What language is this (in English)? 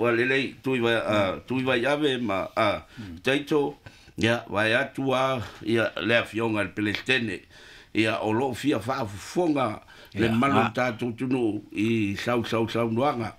Samoan